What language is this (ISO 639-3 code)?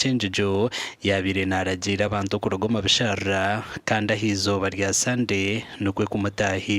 nyn